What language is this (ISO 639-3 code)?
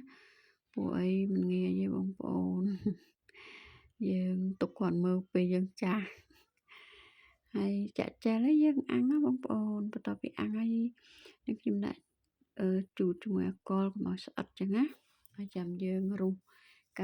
khm